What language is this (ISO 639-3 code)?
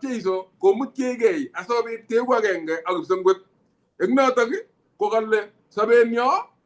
kln